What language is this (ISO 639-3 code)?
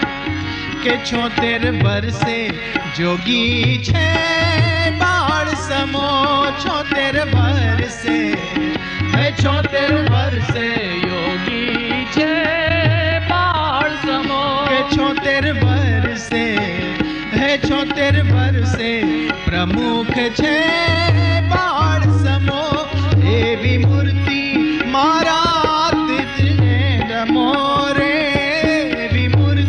guj